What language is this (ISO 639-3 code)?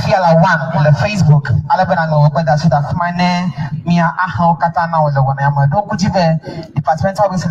ewe